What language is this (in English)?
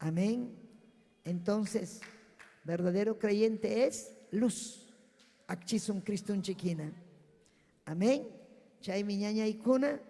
Ayacucho Quechua